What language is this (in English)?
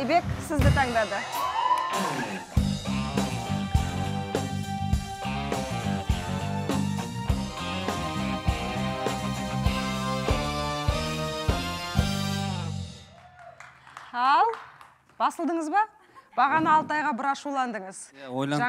Kazakh